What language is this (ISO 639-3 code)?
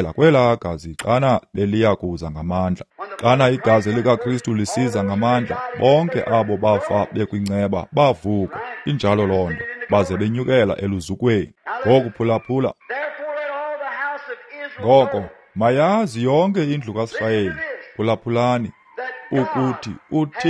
xho